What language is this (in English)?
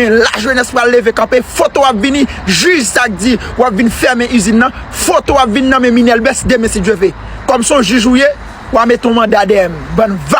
Haitian Creole